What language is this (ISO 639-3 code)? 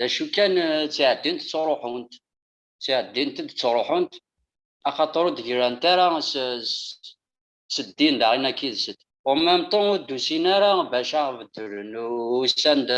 kab